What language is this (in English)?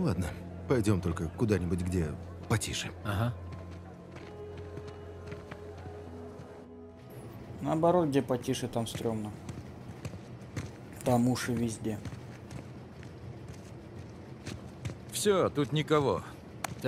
Russian